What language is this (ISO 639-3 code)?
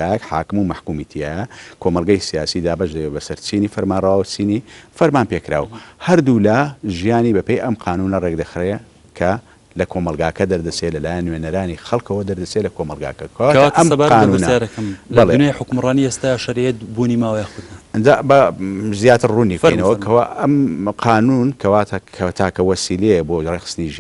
ckb